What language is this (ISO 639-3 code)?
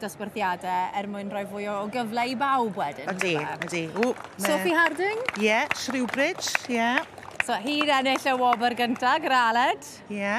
cym